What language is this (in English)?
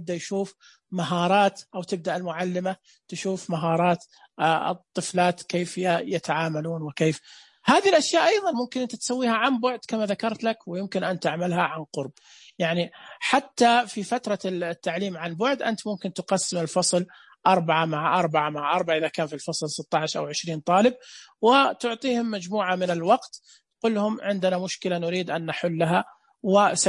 Najdi Arabic